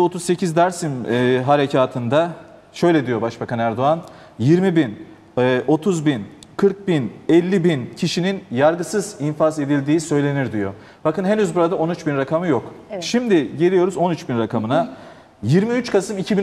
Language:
Turkish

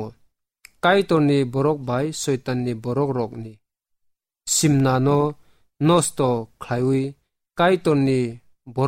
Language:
Kok Borok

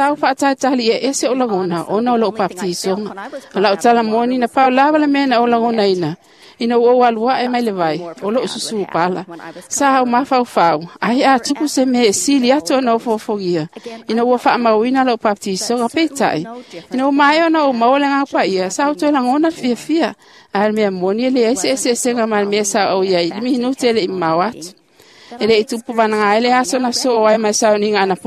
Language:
Samoan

